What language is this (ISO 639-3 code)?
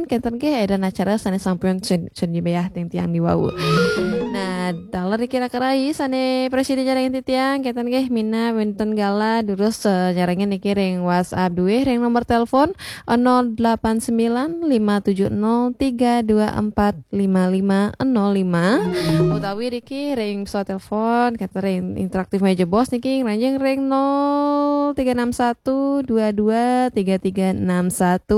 ban